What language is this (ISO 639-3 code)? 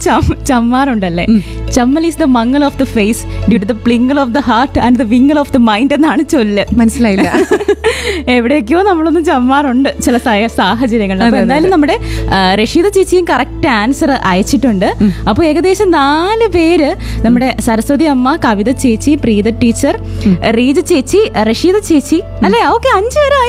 mal